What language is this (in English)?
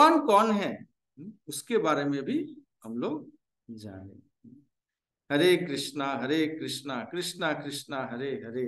Hindi